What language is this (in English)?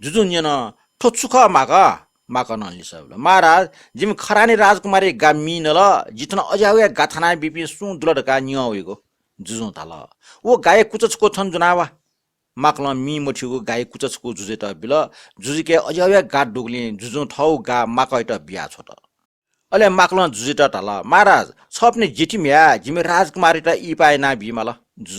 Newari